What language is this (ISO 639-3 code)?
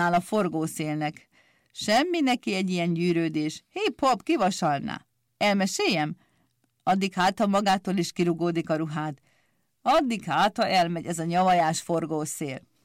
hun